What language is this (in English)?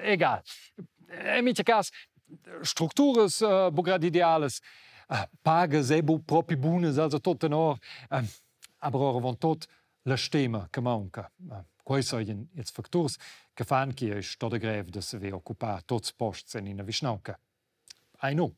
Romansh